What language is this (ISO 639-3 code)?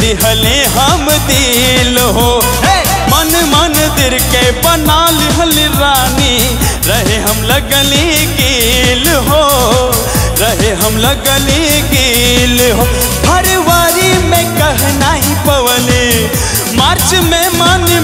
bho